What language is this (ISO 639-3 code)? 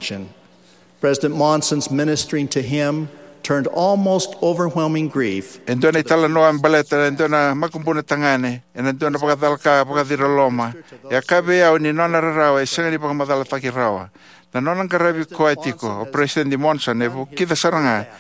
fij